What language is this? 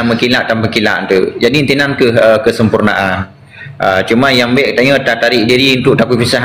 Achinese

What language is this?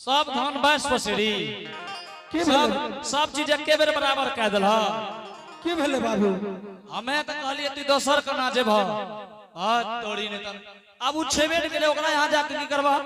Angika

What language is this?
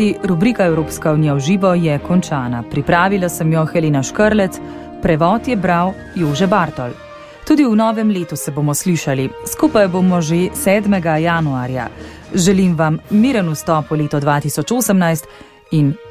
Slovenian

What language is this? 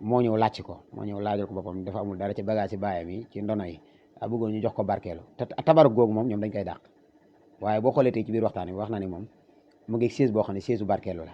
Wolof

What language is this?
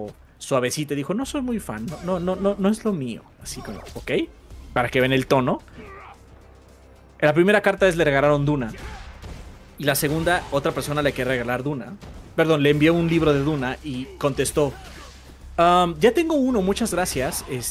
Spanish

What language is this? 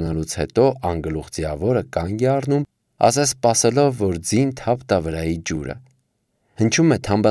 Armenian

